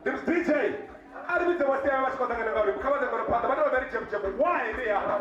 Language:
Venda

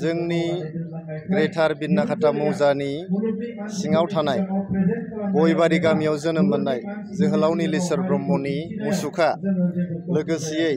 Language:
Bodo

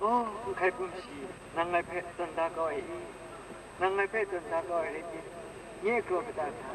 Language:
Kachin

